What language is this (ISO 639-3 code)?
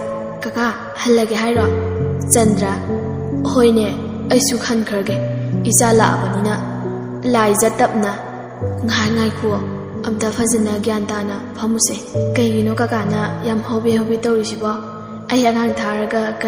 mni